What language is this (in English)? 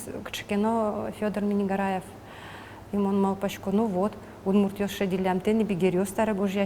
Udmurt